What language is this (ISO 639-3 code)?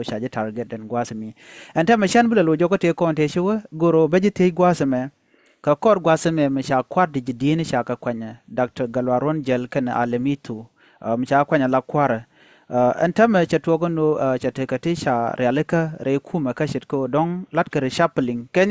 nus